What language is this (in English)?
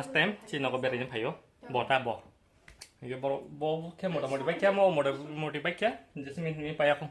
Kok Borok